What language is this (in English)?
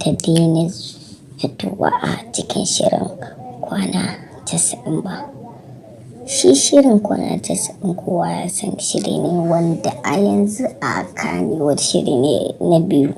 Hausa